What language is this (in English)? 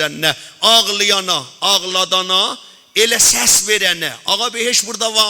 South Azerbaijani